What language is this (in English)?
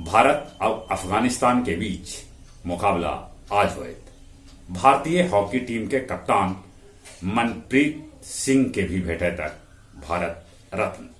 Magahi